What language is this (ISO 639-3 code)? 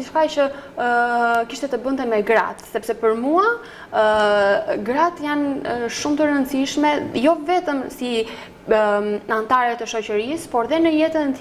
sqi